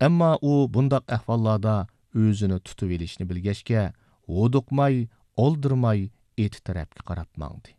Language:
Uyghur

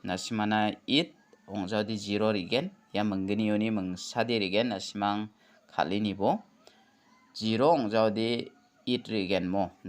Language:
Garo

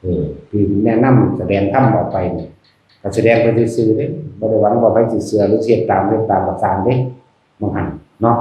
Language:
Northeastern Thai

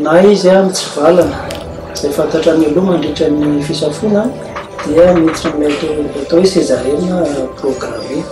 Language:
Malagasy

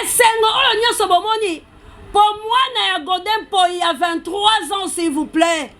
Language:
Lingala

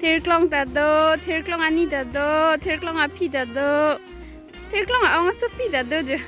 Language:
Karbi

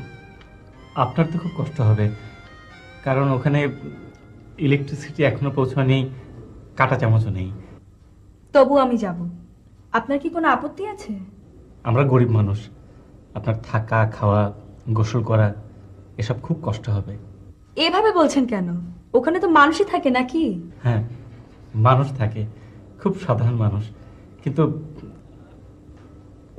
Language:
Bangla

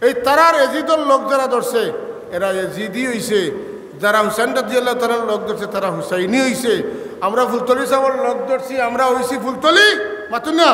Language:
Sylheti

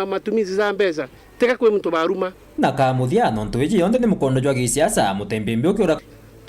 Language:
Meru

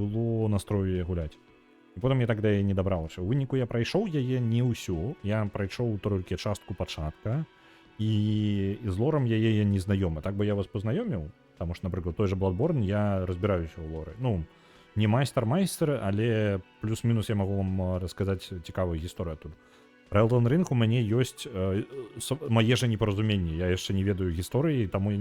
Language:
Belarusian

